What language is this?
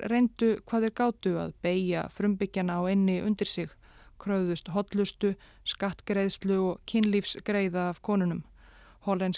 Icelandic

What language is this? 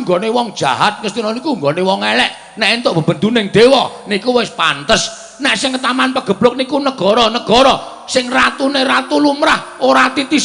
Javanese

